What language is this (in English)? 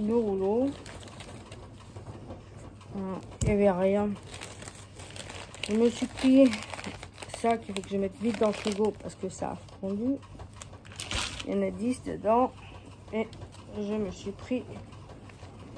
French